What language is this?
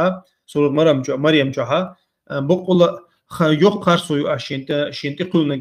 Chechen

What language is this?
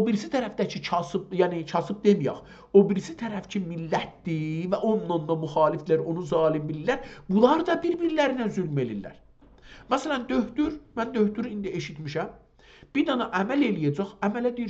South Azerbaijani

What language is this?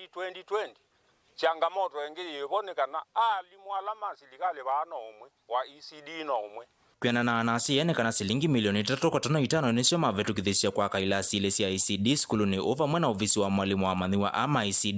Kamba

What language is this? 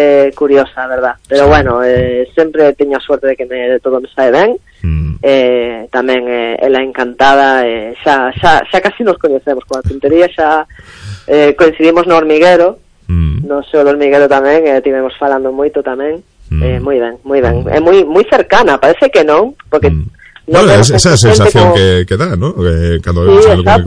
Galician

